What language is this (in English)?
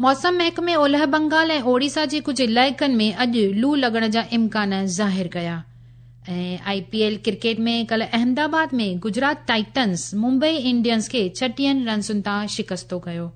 Sindhi